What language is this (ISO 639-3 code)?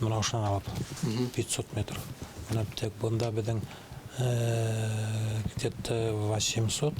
bak